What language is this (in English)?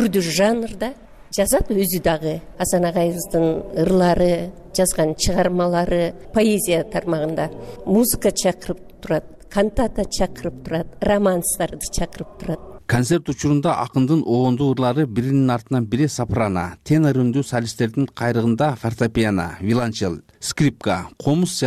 Kyrgyz